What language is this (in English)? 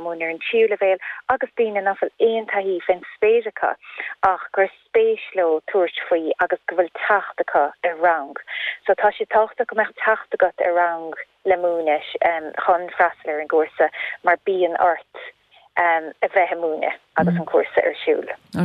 Irish